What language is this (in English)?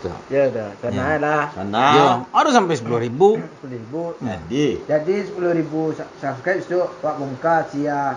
Minangkabau